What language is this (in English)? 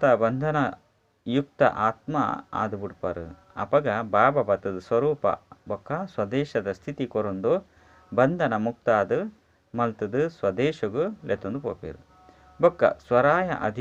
Tulu